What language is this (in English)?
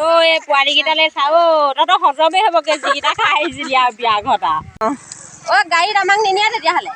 Assamese